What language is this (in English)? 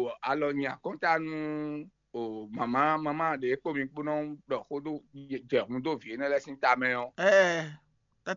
Fon